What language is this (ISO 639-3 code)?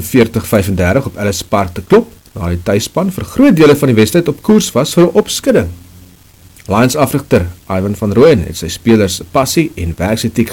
afr